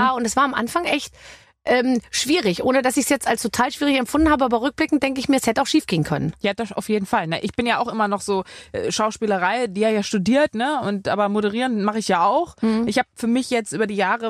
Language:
German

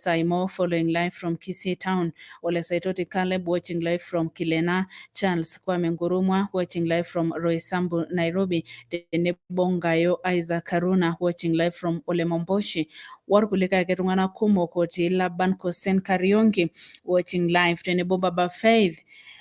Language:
Masai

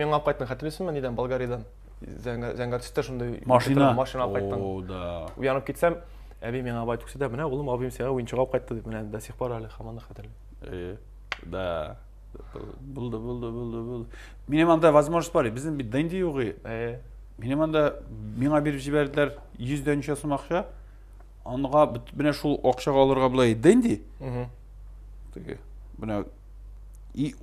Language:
Tatar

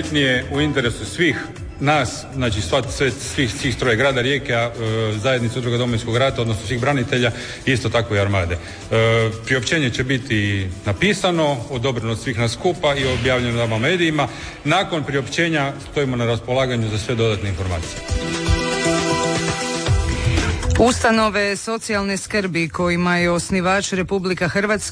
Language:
Croatian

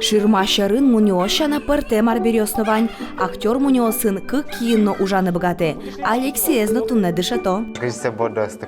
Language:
Udmurt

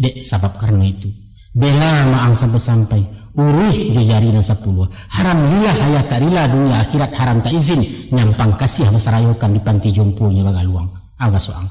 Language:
Minangkabau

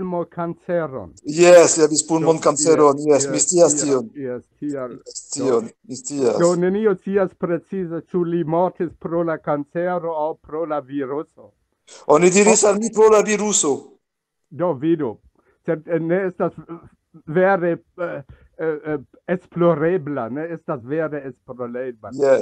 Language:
Esperanto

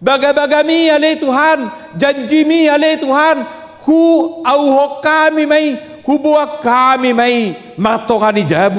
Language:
Batak Toba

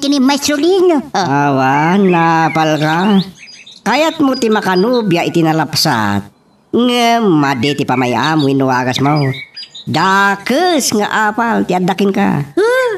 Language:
Iloko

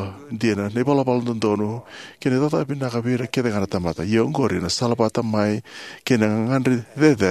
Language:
Fijian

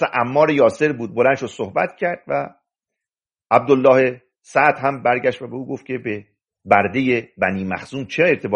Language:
Persian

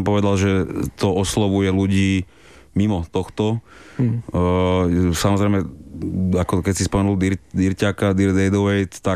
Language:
Slovak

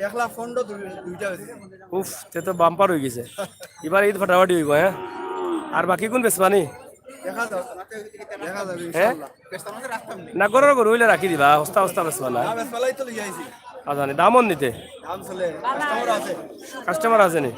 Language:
Sylheti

